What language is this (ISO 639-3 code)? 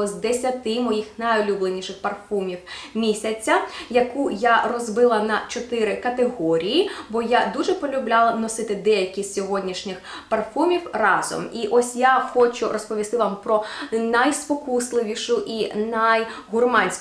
ukr